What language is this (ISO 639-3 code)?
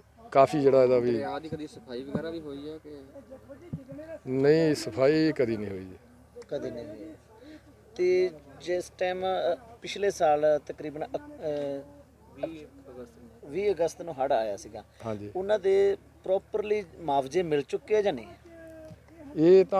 pan